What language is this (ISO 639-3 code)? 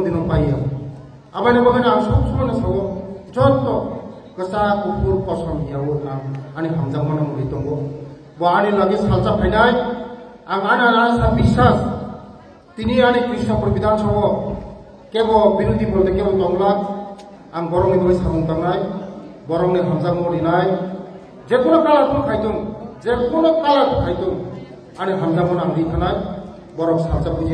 trp